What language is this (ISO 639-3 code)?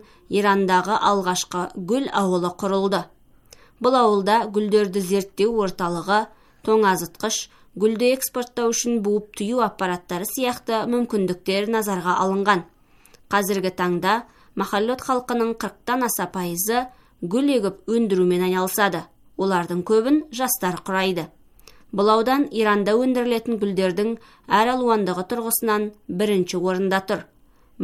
kaz